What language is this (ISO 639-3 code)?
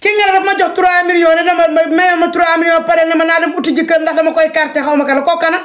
wol